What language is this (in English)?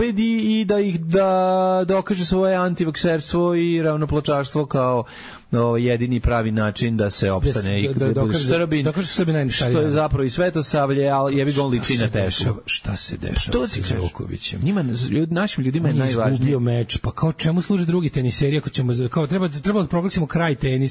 Serbian